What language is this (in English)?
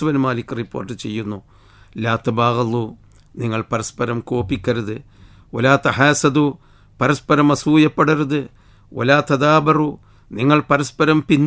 Malayalam